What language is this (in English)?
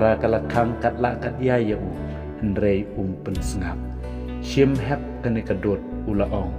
Khasi